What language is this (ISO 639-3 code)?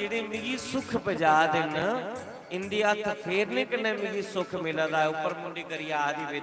doi